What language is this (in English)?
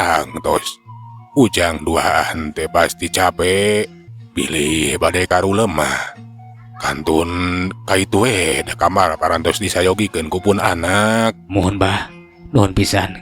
Sundanese